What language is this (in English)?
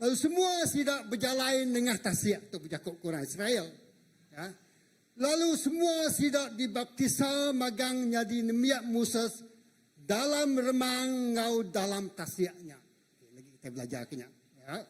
Iban